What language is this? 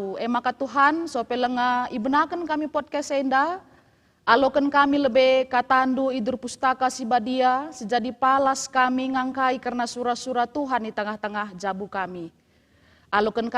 Batak Karo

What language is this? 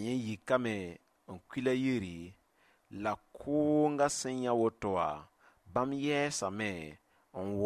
Mossi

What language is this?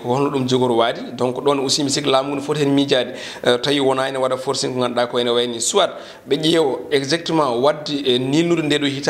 Fula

